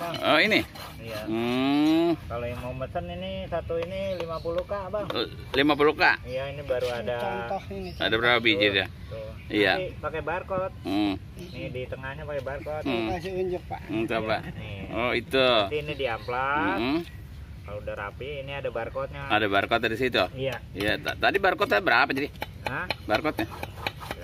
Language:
Betawi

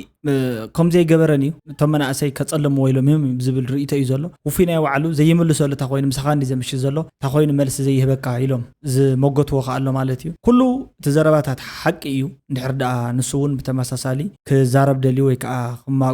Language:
Tigrinya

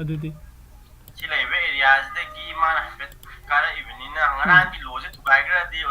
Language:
Manipuri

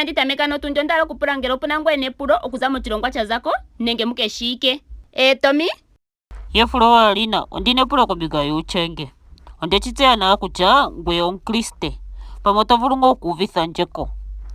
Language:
Ndonga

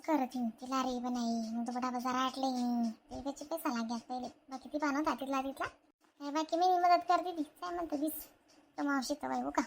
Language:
Khandesi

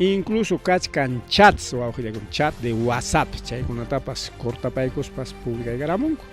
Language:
Ayacucho Quechua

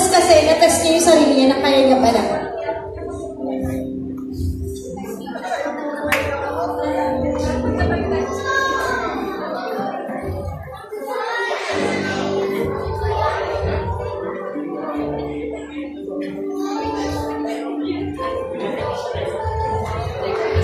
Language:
Filipino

